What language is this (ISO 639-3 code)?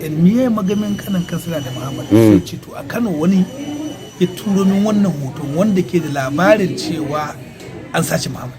hau